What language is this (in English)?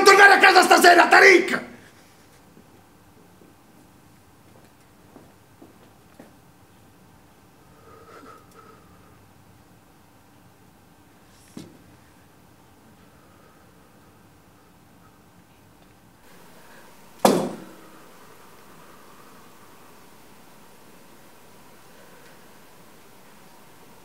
Italian